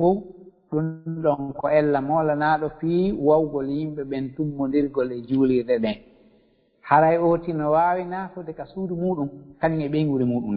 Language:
Fula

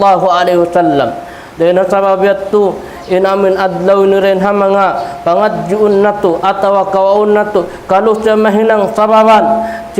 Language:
Tausug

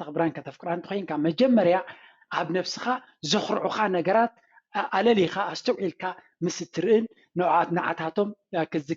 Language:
Tigrinya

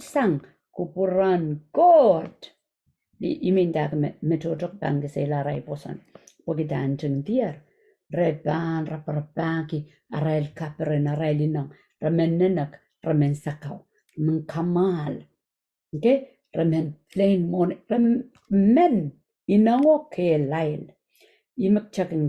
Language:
Pohnpeian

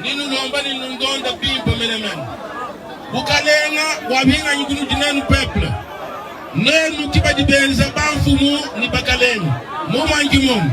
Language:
Luba-Lulua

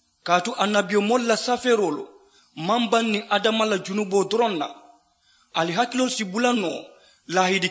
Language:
Mandingo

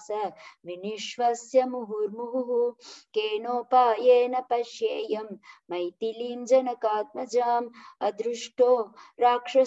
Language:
Sanskrit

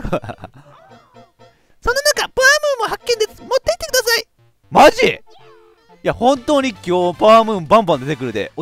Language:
Japanese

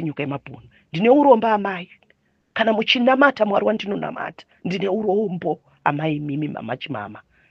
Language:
Shona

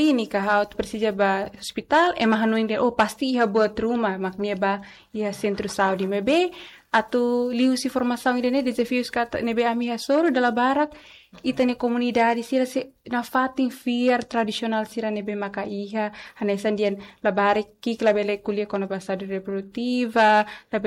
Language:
Tetum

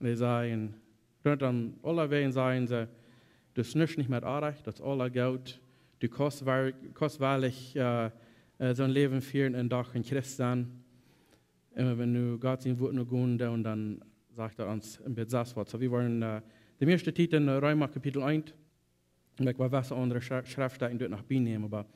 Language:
Plautdietsch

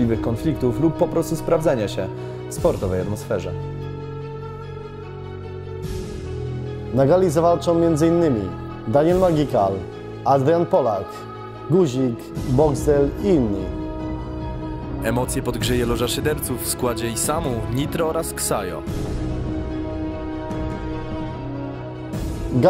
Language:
Polish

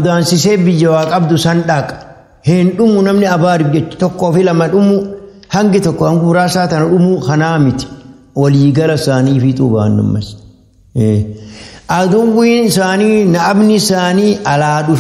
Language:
Oromo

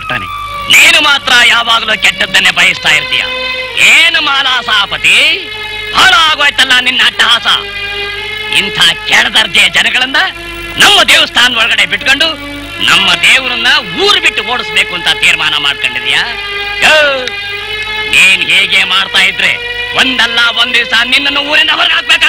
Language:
Kannada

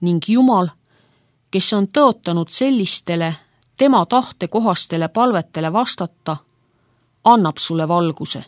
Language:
Estonian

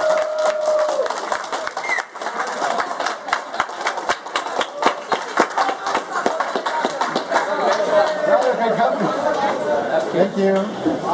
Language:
German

